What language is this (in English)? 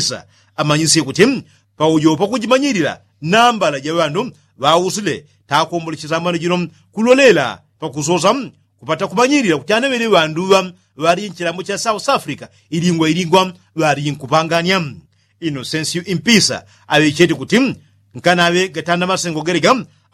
Yao